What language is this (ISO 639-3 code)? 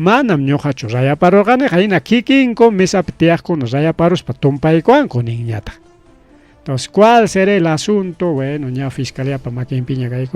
quy